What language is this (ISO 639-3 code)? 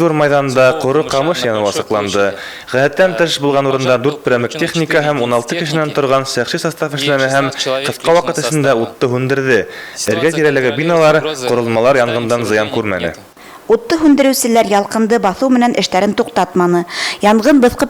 bak